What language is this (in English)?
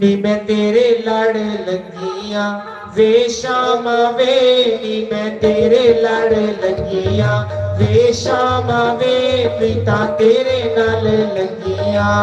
Dogri